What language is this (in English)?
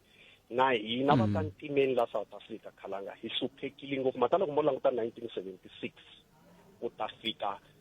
Tsonga